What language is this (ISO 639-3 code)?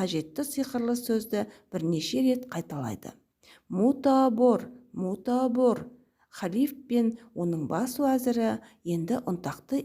kaz